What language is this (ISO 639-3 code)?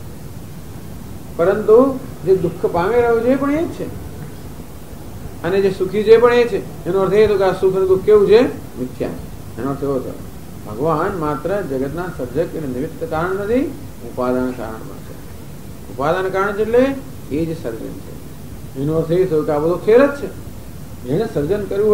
guj